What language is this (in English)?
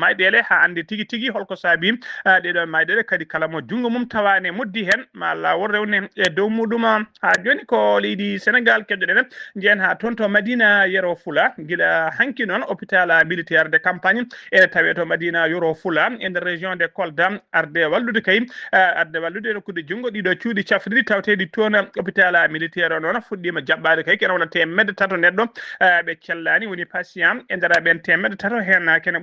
Fula